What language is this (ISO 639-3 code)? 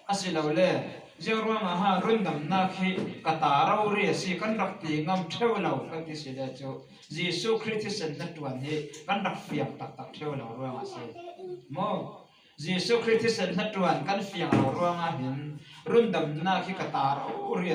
cfm